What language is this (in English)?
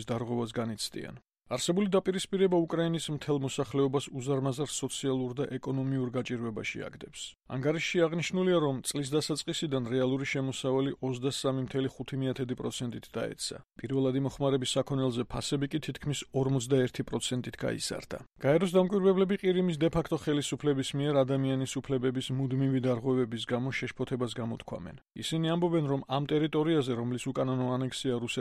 Georgian